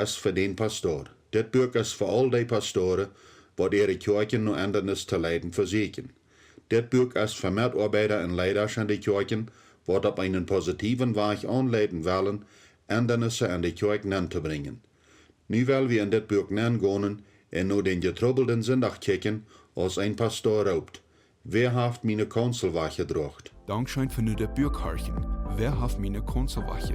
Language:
Plautdietsch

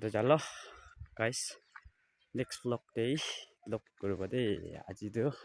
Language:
Naga Pidgin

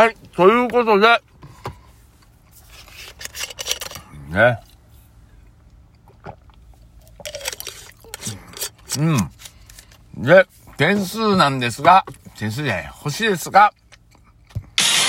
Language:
Japanese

